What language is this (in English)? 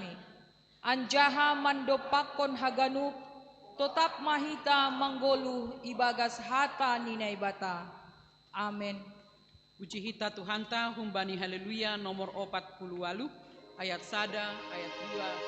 Batak Simalungun